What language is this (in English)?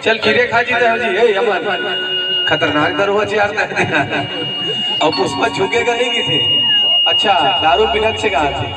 Chhattisgarhi